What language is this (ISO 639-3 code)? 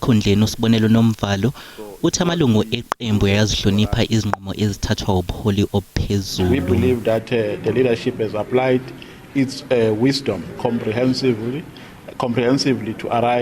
zul